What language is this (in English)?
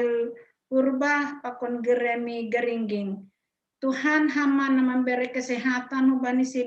Batak Simalungun